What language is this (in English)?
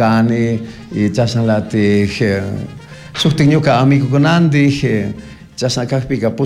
Chimborazo Highland Quichua